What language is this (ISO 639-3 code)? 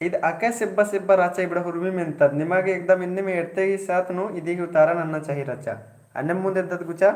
kru